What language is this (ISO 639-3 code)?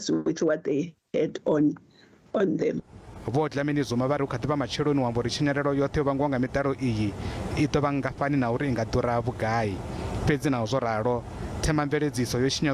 ven